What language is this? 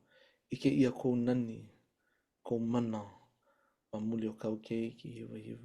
Hawaiian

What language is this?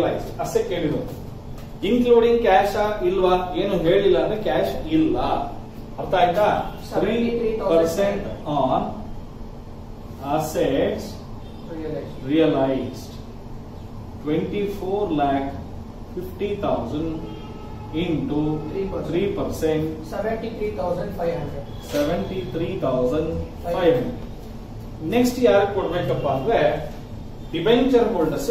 Kannada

